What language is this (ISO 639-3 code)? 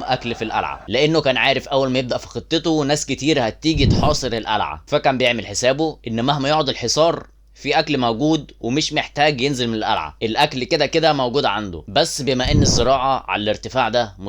arz